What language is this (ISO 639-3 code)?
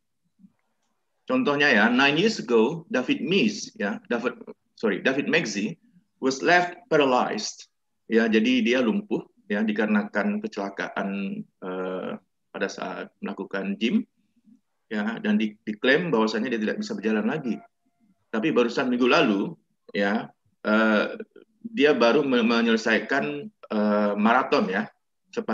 ind